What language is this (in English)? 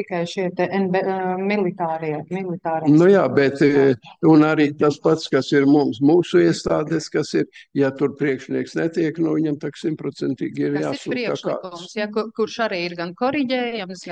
Latvian